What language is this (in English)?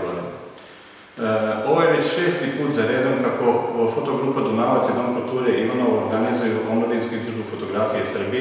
Serbian